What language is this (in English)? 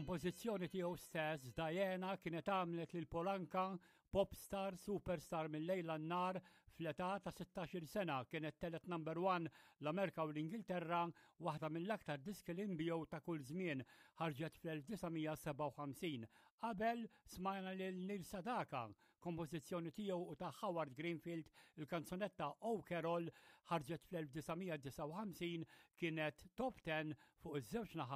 Maltese